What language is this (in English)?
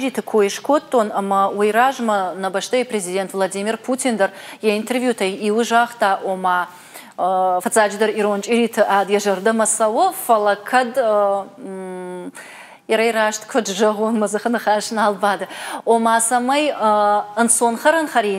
Ossetic